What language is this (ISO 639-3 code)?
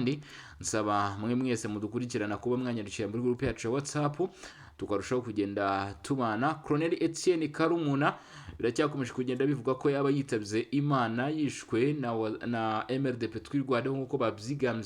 kin